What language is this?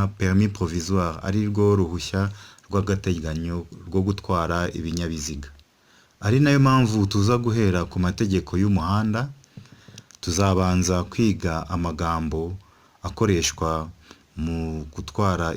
Kinyarwanda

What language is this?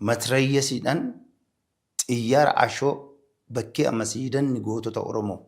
Oromo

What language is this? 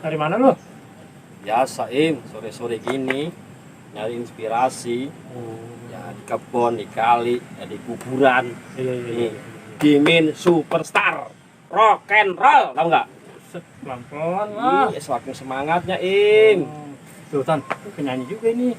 Betawi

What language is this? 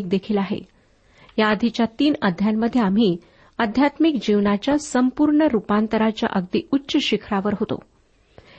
Marathi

